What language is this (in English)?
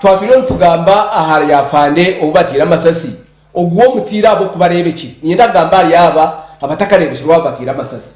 Nyankole